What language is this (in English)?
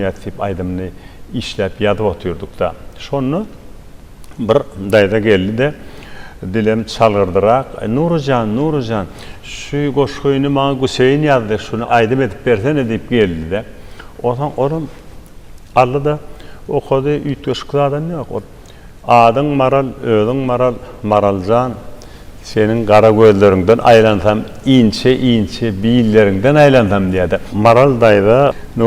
Turkmen